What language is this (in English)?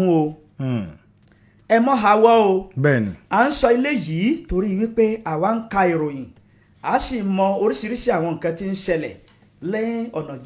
Yoruba